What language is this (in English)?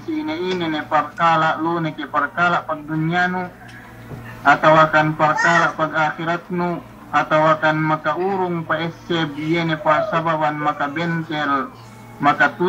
Yakan